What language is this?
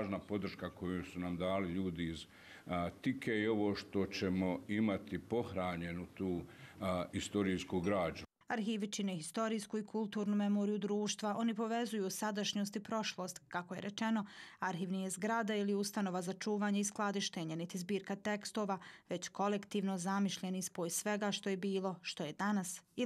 Bosnian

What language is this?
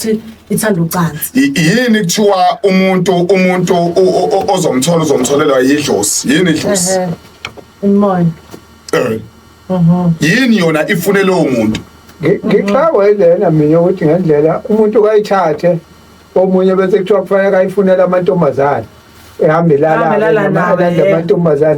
Zulu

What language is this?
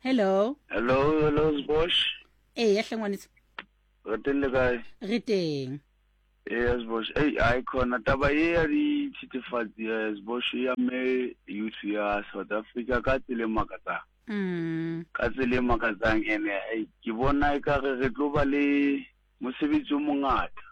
Southern Sotho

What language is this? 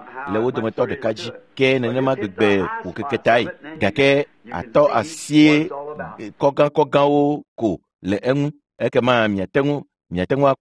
Ewe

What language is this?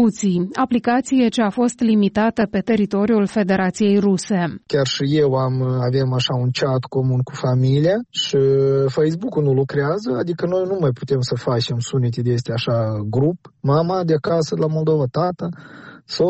Romanian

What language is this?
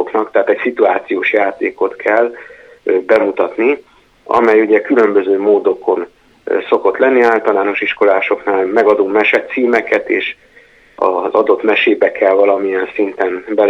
Hungarian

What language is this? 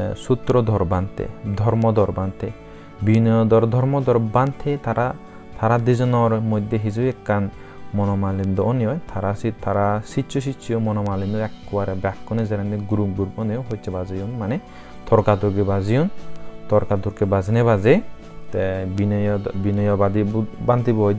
Chakma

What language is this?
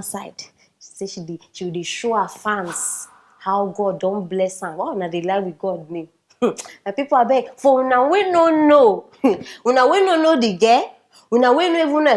Nigerian Pidgin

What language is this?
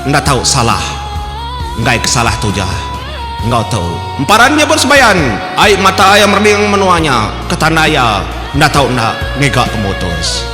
Iban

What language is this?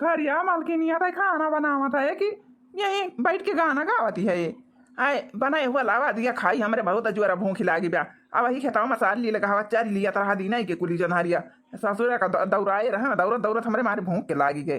Awadhi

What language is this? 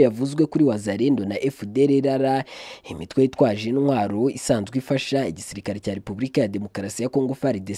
Kinyarwanda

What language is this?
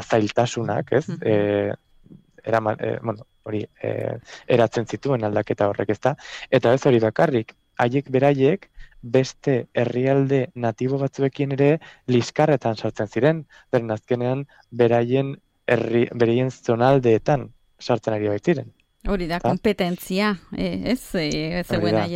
Basque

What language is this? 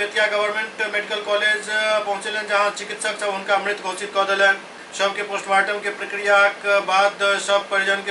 Maithili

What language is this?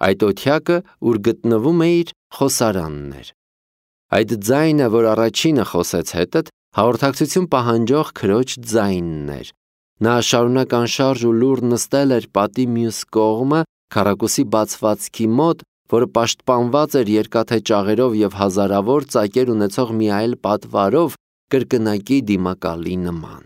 Armenian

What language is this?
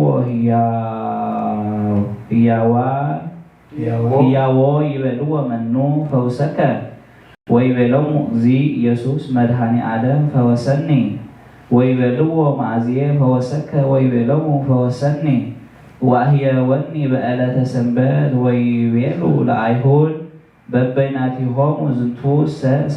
Geez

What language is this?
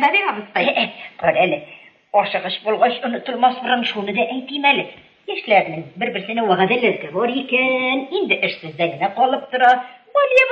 Tatar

